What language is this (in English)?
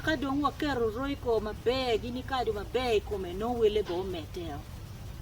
Acoli